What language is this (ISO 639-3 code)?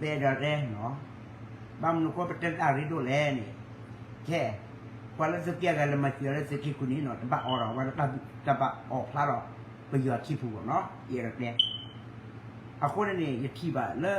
ksw